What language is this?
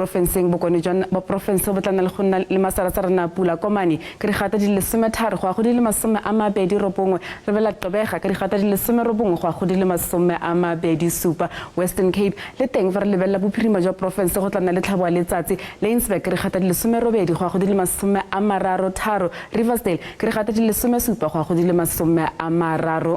Tswana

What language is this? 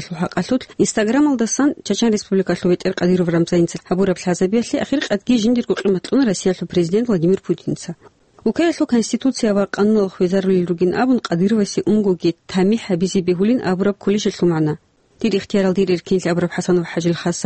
Avaric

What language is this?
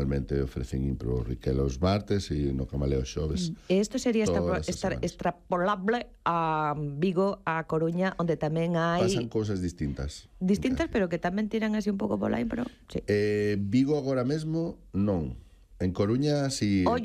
Galician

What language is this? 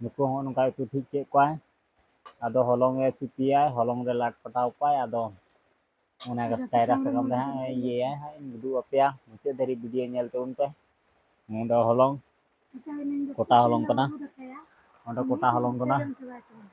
Santali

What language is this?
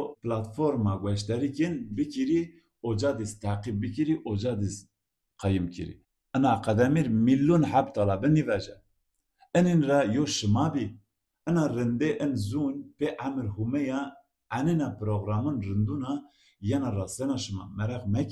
Zaza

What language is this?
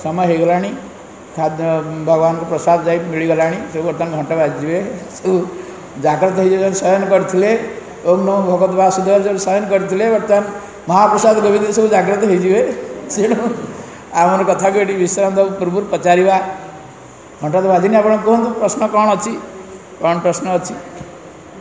Odia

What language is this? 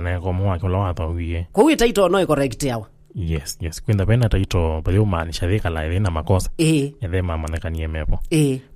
Kamba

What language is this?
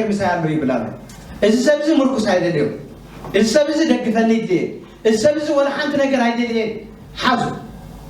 Tigrinya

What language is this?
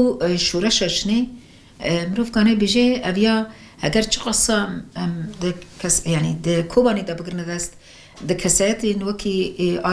Kurdish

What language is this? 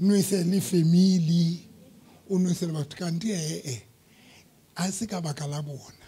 Southern Sotho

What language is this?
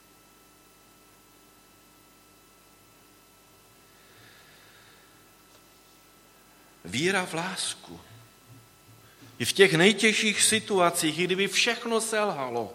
Czech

